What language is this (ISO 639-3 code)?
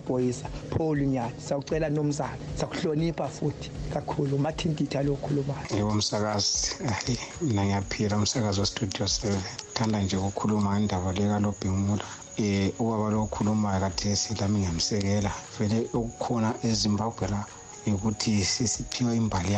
nde